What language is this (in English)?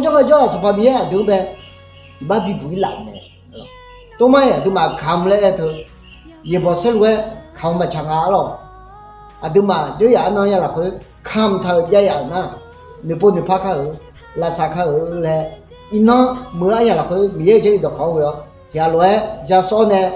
Akha